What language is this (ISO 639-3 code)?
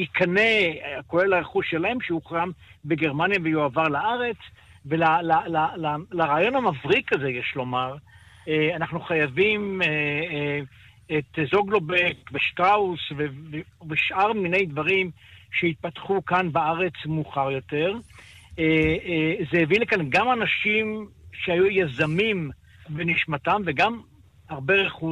heb